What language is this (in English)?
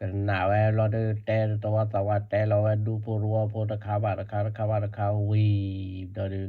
S'gaw Karen